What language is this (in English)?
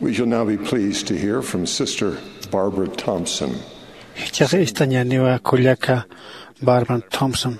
Aymara